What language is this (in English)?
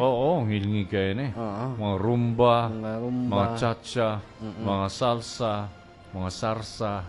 Cebuano